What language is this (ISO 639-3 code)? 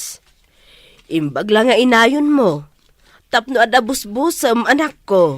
ilo